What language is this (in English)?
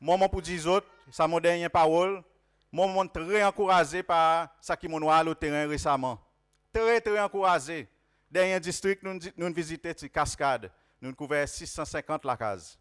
Seselwa Creole French